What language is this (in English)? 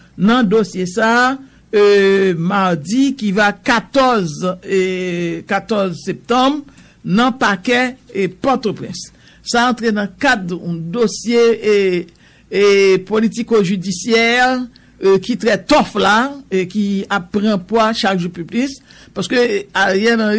Haitian Creole